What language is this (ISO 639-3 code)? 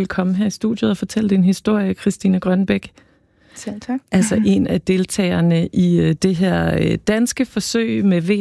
dan